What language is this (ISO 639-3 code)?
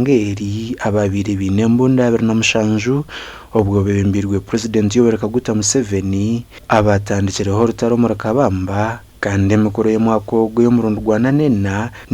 nyn